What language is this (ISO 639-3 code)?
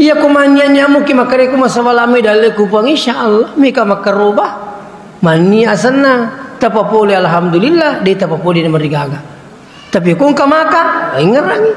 bug